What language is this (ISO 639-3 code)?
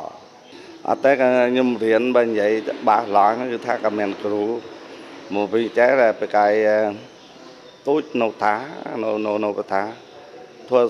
khm